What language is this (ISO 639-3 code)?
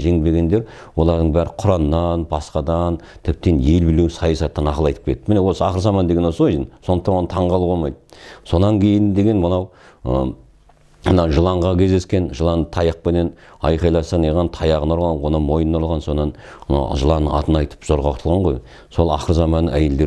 kaz